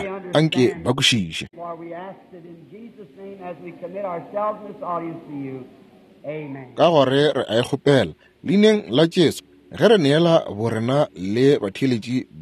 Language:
Northern Sotho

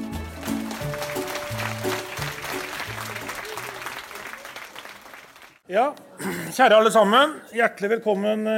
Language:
Norwegian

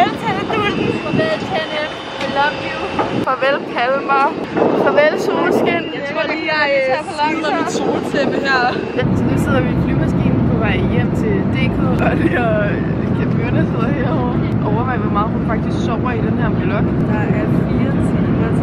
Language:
Danish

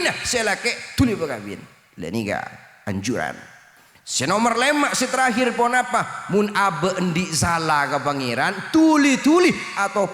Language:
Madurese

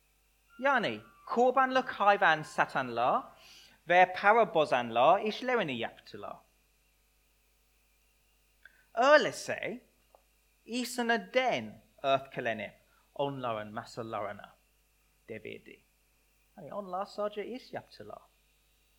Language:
Turkish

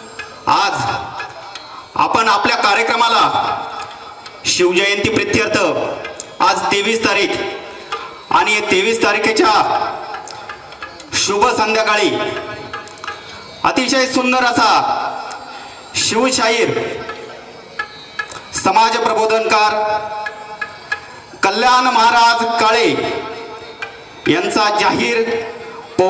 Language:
Marathi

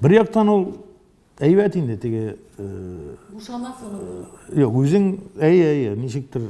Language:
Tatar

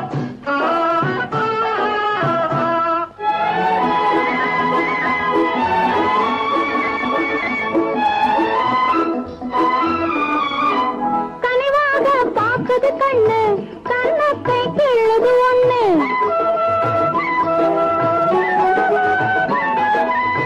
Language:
Tamil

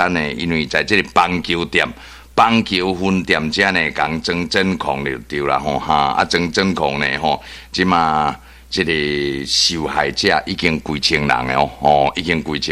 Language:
Min Nan Chinese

